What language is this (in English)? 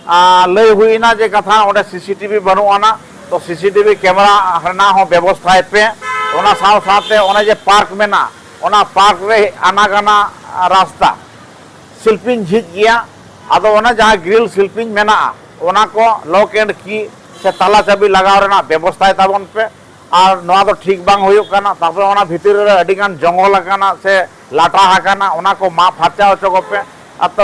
Santali